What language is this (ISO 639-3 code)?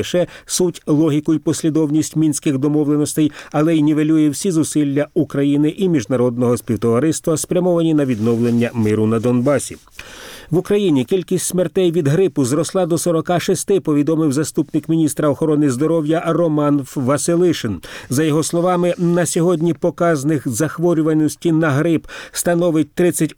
ukr